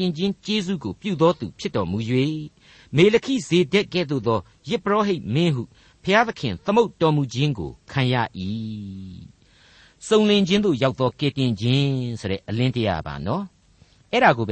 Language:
Burmese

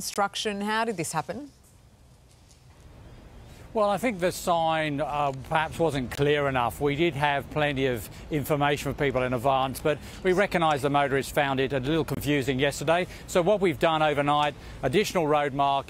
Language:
English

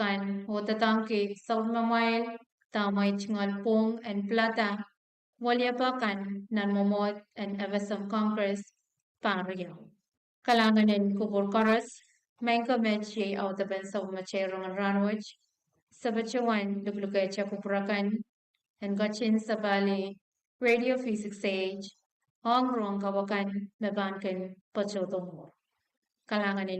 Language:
Pohnpeian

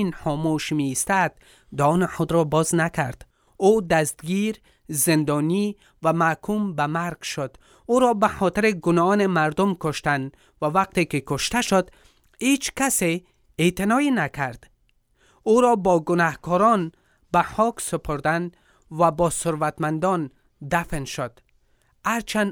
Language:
Persian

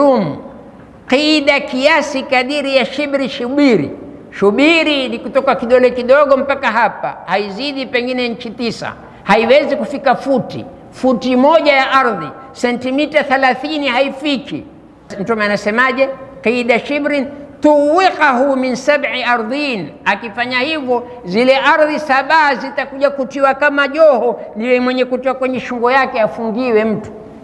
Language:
Swahili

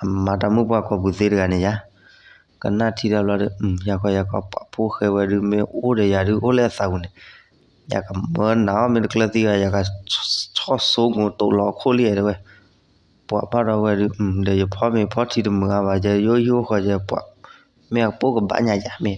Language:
S'gaw Karen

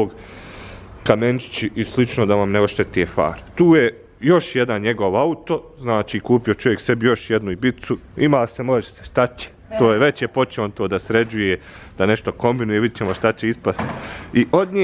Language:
Bosnian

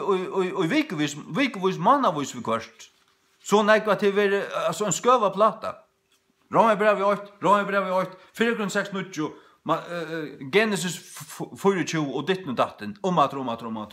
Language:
Faroese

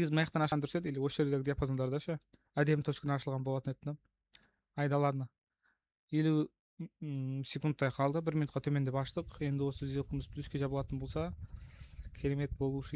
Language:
Kazakh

